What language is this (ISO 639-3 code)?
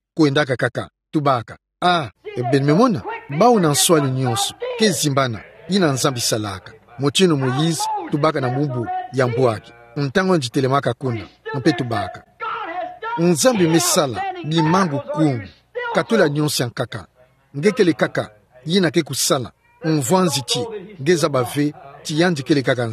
ktu